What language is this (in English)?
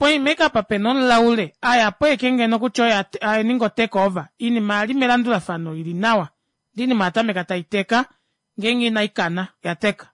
Kuanyama